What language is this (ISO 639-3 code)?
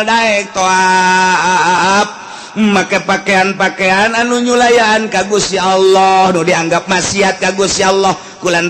sun